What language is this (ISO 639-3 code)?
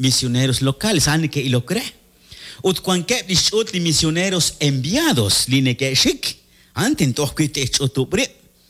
kek